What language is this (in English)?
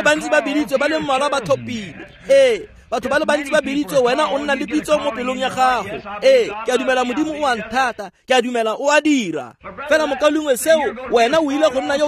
Tswana